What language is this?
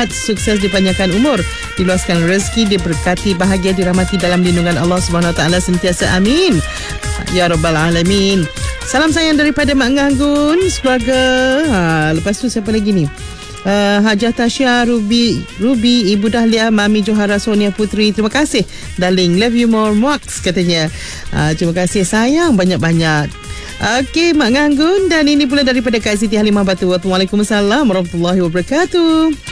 Malay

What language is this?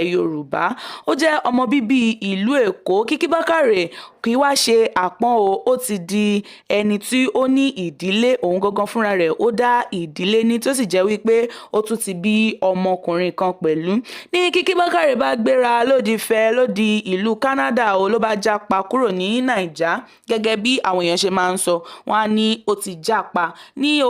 Yoruba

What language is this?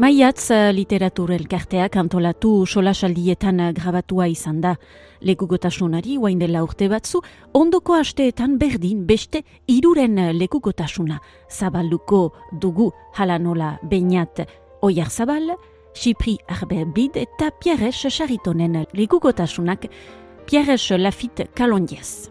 Basque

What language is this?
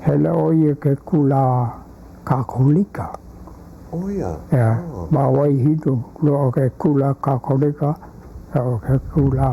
Hawaiian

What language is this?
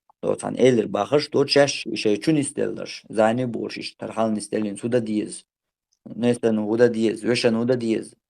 Chechen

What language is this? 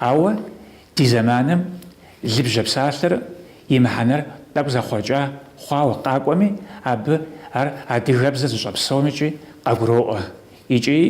Kabardian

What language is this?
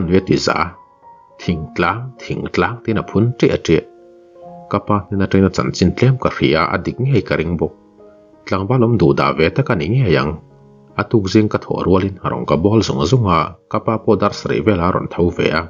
Mizo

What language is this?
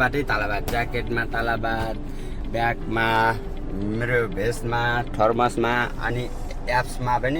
Nepali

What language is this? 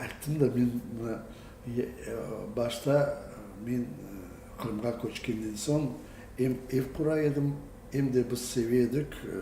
Crimean Tatar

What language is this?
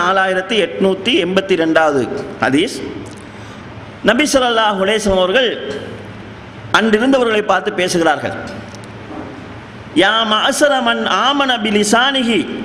Tamil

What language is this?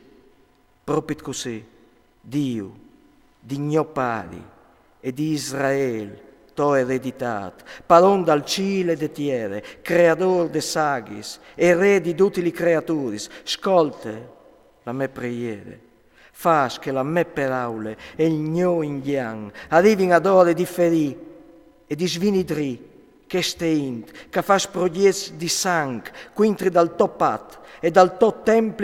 Friulian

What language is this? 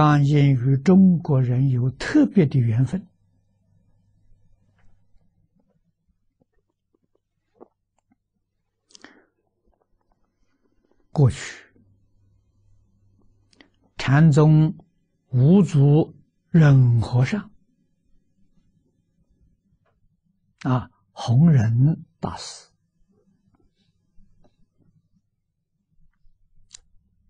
Chinese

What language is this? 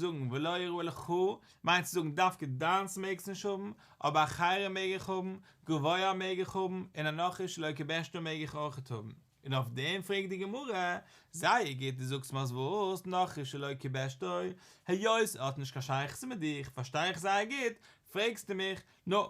Yiddish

